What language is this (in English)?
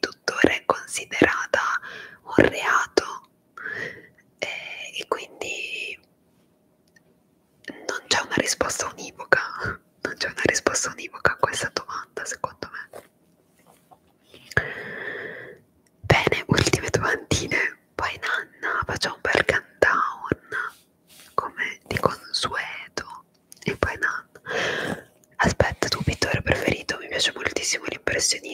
Italian